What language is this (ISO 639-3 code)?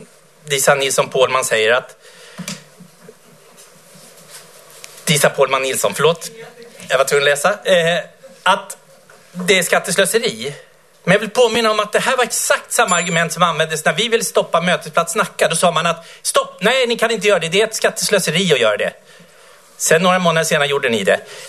swe